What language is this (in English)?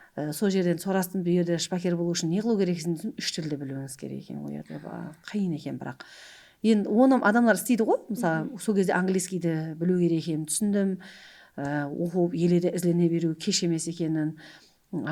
Kara-Kalpak